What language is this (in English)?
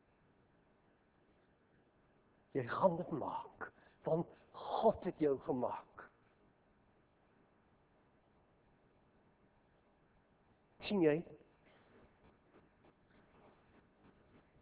Afrikaans